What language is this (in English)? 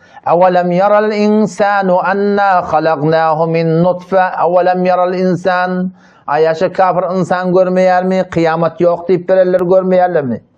Turkmen